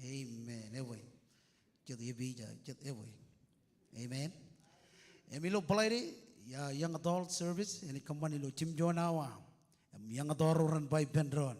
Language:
Marshallese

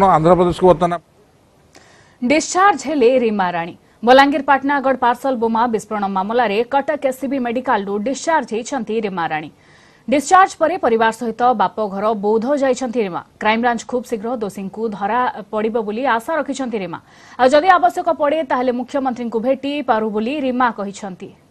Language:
Odia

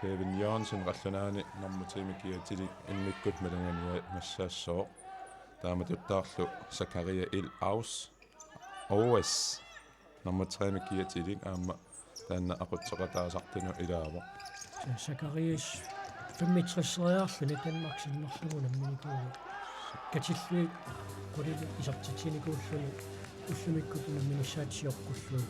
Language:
Kalaallisut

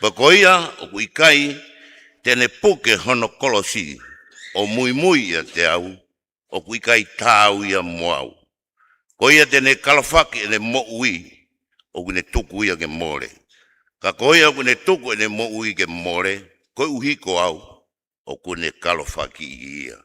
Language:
Tongan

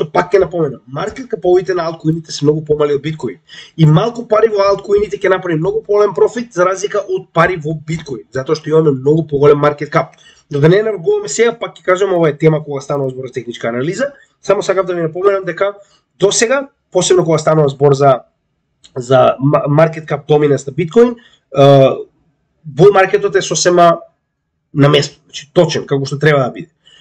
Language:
Macedonian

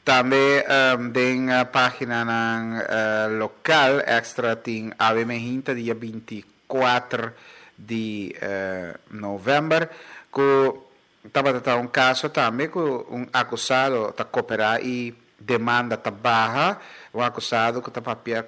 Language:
Papiamento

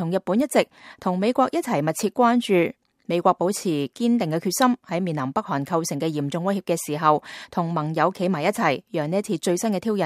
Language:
Cantonese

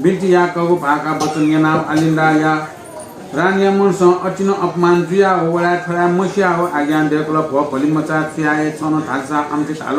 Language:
Newari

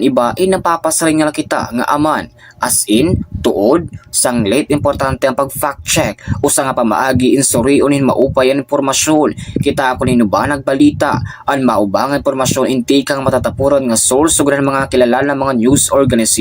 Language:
Waray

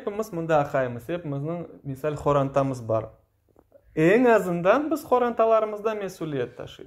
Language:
Crimean Tatar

